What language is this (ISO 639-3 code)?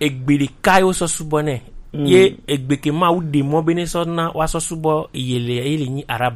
gej